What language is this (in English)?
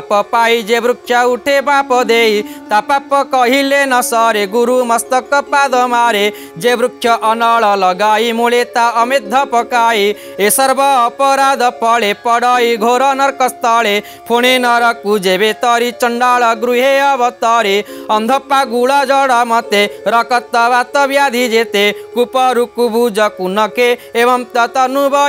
Odia